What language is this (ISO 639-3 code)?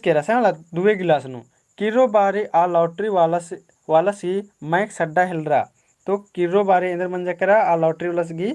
kru